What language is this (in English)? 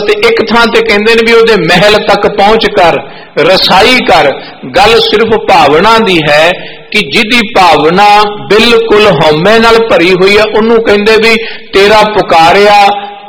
Punjabi